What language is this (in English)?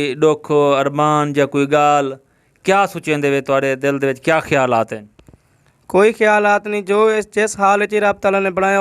Saraiki